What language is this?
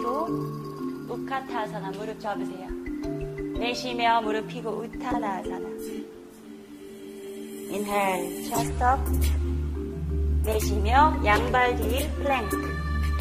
Korean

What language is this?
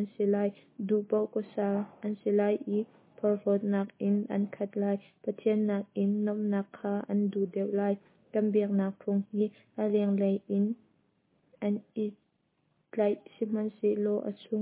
Hakha Chin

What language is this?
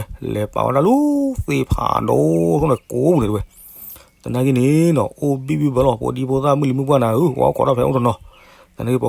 S'gaw Karen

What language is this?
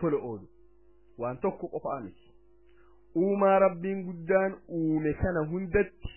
Oromo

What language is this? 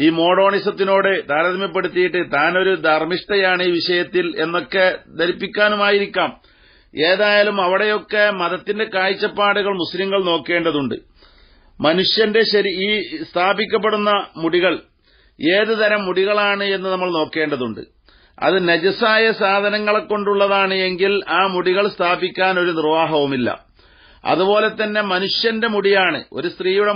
Malayalam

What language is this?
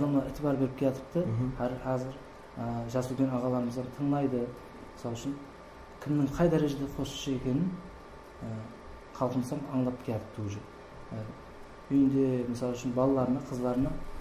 Kara-Kalpak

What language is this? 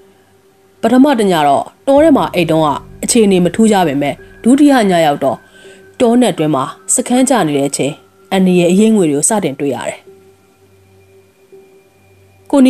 Burmese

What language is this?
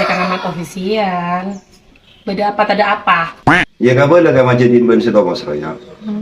Madurese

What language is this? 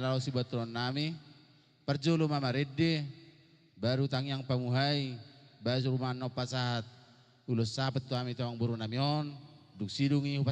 Batak Toba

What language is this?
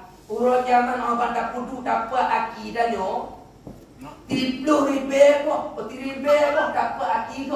Achinese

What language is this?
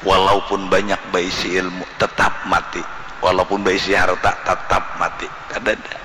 Banjar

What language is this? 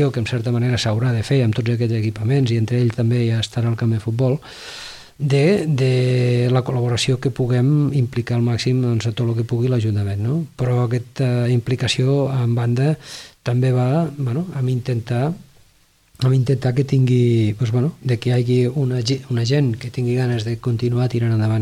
Catalan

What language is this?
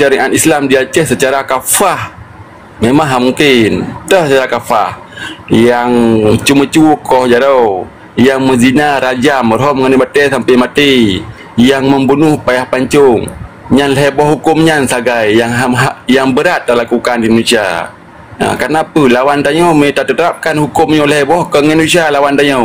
Achinese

